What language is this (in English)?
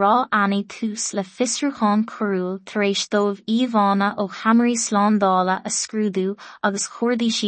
Irish